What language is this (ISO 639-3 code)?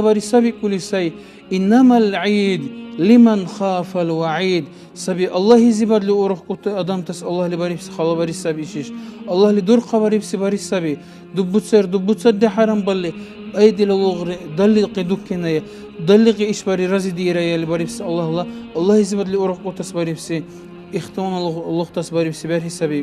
dar